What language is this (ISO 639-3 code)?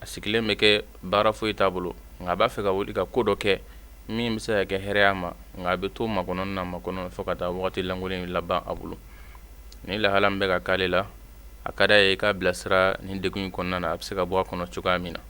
bam